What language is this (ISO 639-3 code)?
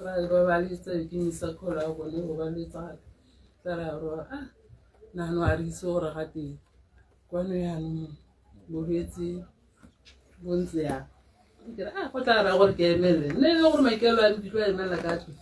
tsn